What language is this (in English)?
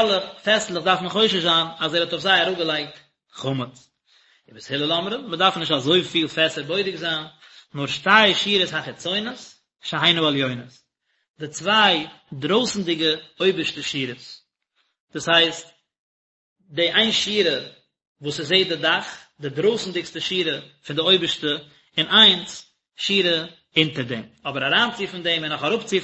Yiddish